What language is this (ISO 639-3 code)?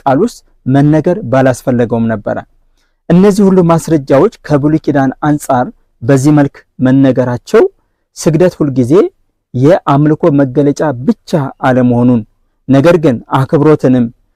amh